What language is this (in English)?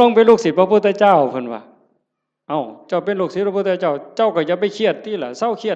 Northeastern Thai